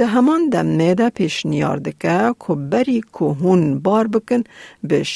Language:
Kurdish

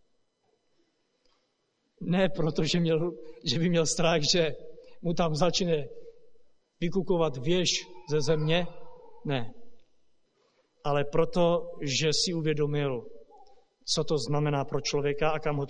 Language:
Czech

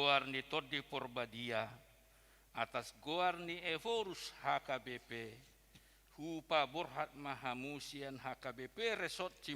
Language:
Batak Toba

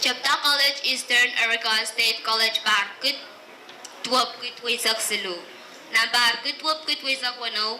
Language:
Pohnpeian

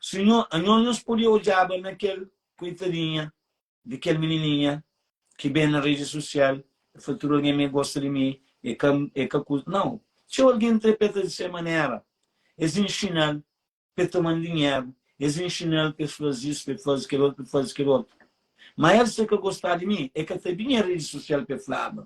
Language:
Kabuverdianu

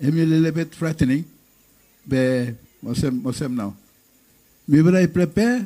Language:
Bislama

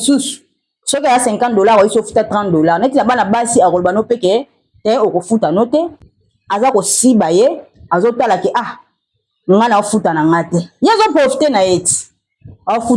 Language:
Lingala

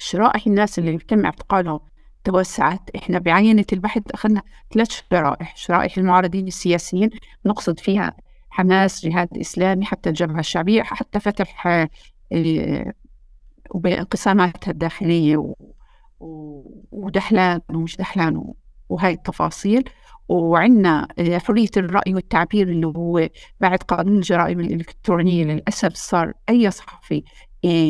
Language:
North Levantine Arabic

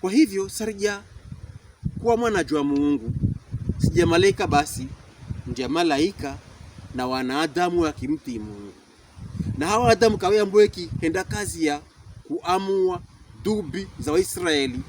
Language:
Pokomo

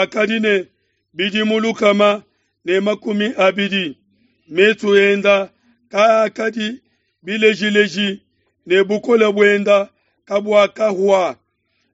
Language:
Luba-Lulua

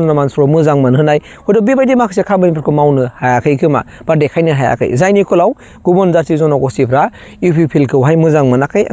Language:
Bodo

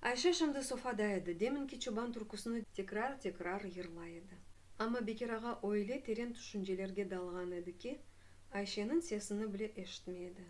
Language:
Crimean Tatar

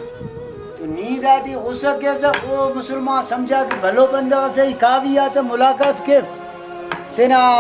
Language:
Brahui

